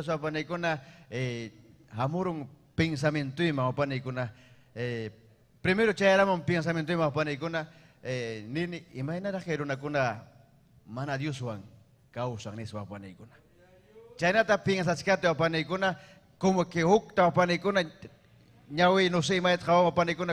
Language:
Ayacucho Quechua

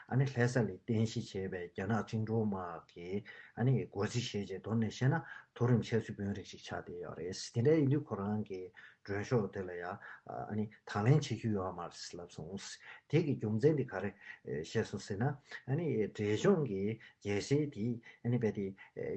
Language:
Tibetan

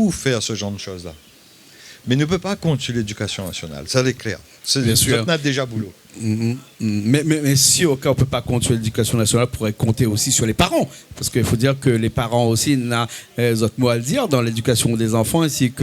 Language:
Réunion Creole French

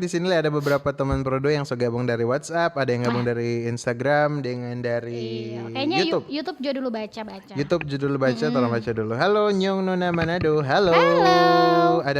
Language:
Manado Malay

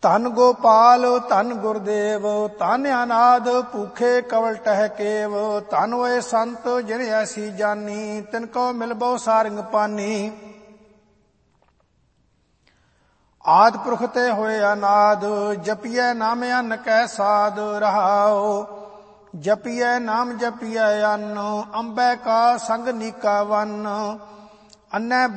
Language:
Punjabi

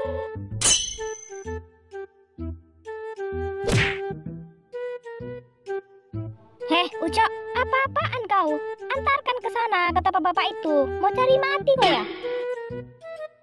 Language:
Indonesian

